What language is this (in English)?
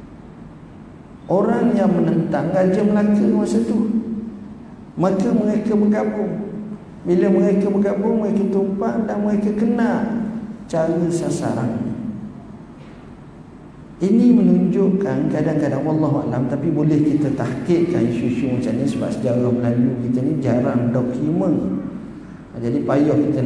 Malay